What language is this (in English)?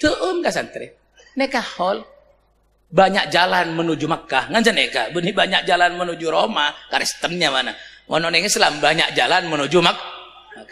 Madurese